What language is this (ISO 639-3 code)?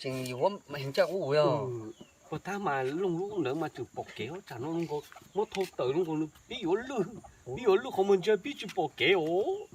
hmn